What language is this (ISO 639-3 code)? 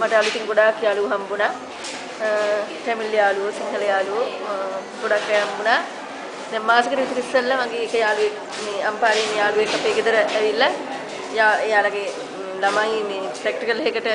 sin